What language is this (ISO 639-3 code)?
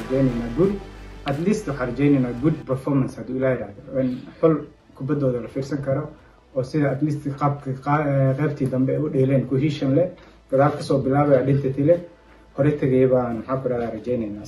som